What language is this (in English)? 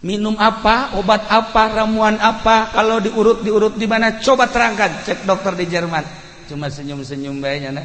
Sundanese